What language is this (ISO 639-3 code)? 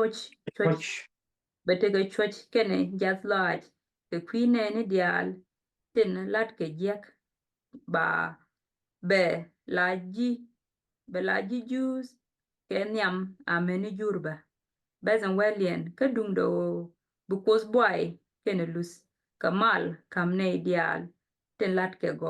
nus